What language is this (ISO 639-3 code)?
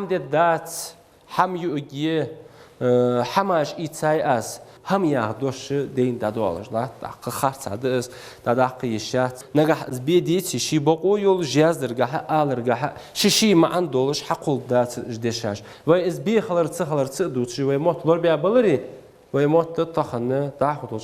inh